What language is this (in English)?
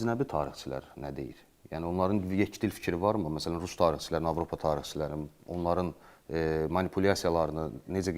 Azerbaijani